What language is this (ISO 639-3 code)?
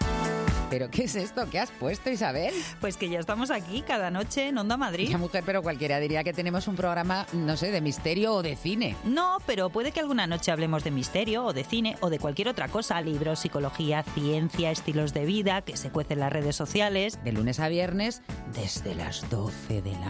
spa